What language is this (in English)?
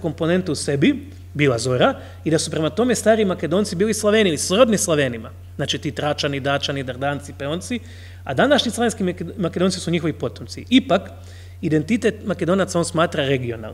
Croatian